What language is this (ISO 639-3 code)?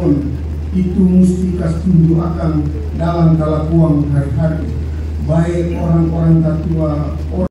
abs